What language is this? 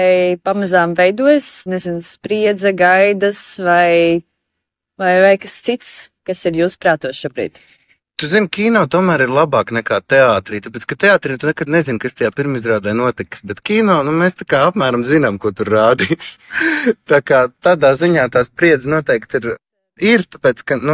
Latvian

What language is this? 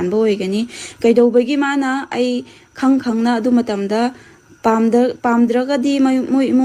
Manipuri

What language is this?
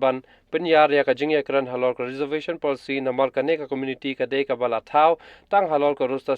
Khasi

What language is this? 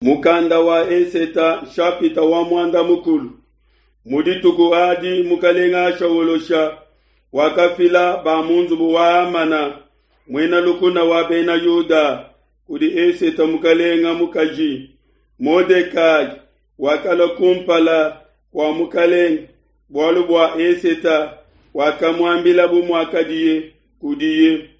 Luba-Lulua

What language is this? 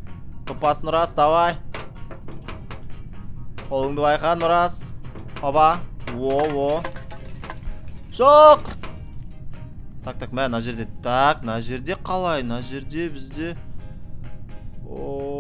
Kazakh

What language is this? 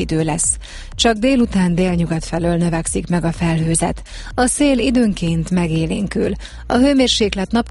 Hungarian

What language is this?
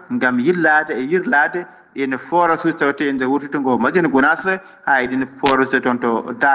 Fula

